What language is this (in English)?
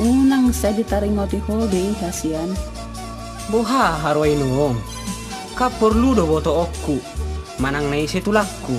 Batak Toba